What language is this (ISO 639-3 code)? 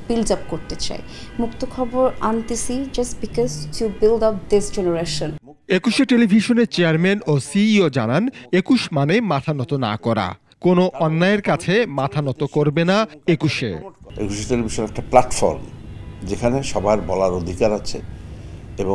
ben